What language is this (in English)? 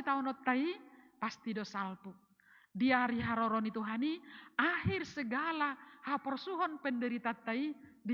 Batak Toba